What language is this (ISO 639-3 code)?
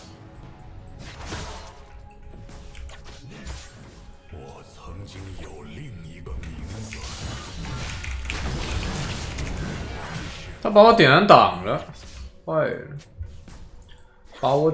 zho